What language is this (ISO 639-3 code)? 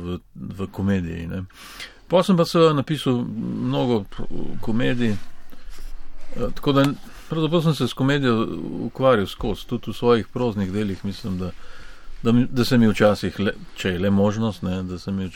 slv